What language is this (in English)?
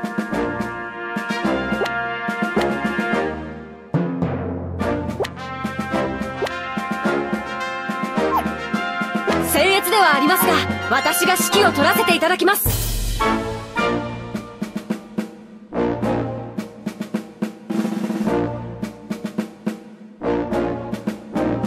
Japanese